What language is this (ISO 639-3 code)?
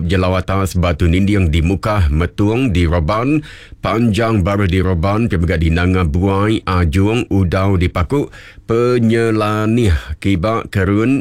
iba